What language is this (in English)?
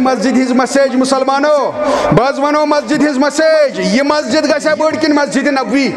Kashmiri